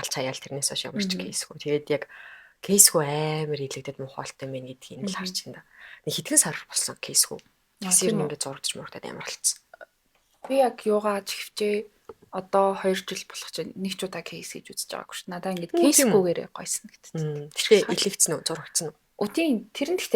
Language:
Mongolian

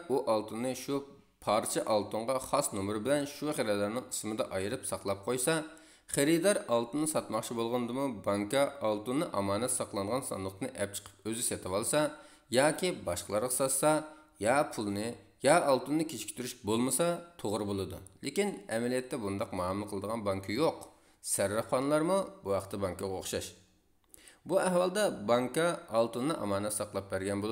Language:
Uyghur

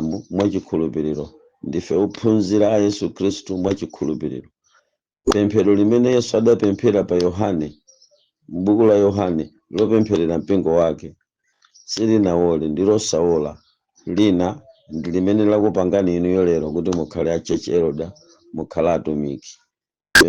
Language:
Nyanja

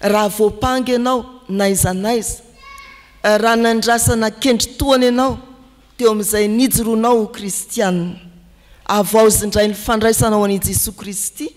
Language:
Malagasy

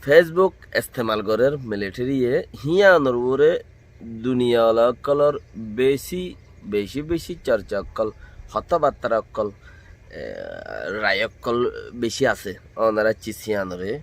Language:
Rohingya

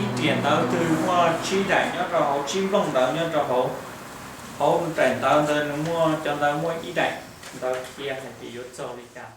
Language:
Hmong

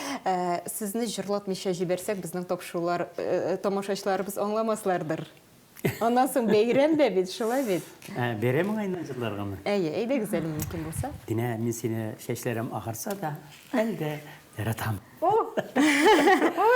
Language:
Tatar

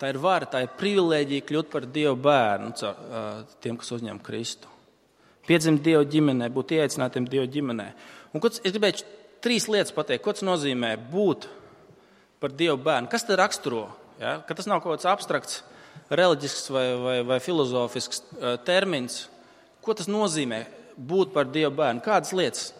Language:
Latvian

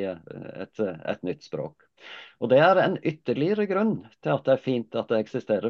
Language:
Norwegian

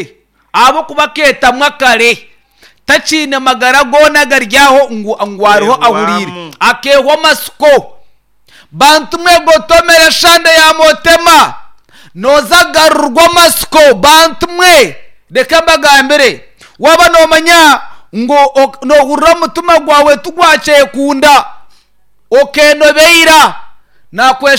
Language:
Nyankole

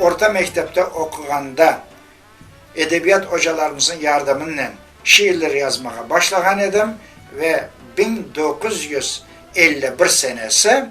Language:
Crimean Tatar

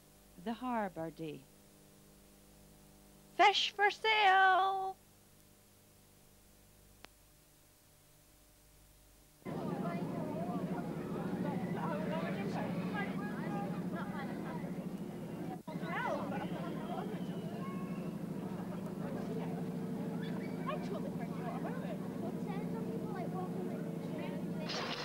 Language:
English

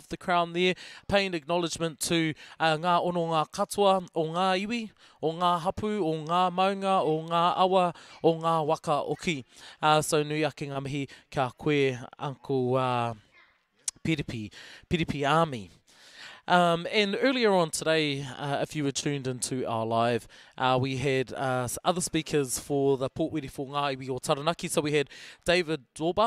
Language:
Māori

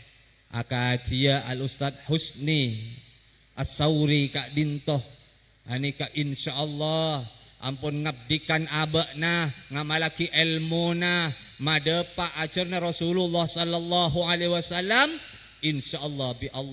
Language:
Madurese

